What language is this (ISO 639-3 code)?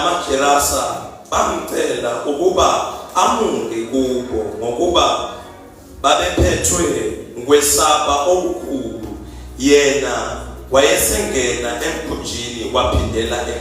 zul